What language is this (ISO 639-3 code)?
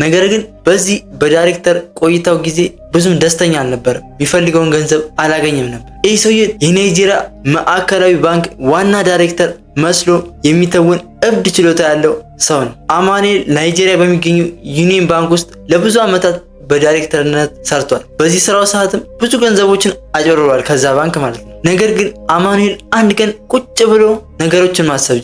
amh